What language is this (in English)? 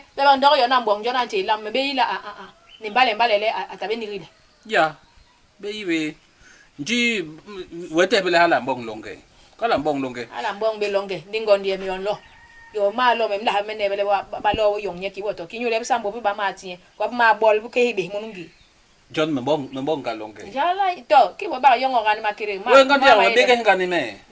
Basaa